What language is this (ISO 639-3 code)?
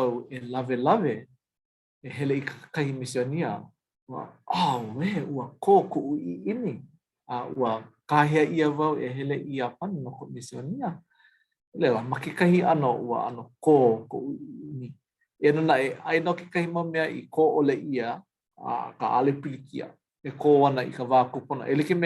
haw